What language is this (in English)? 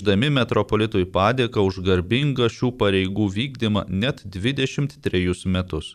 Lithuanian